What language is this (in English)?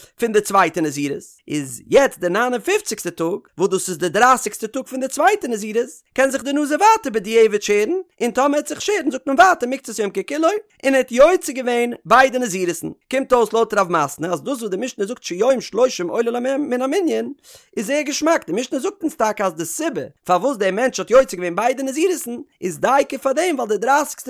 Yiddish